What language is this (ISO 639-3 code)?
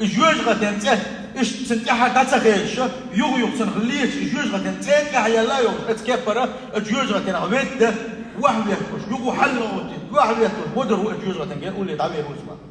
che